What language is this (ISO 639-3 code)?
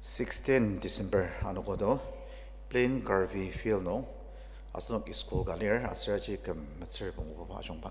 njo